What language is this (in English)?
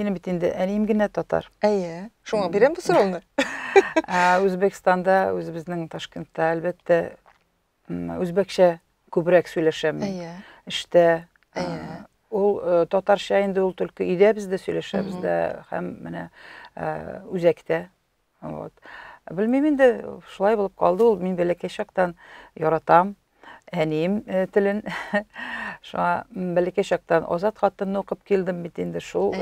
Tatar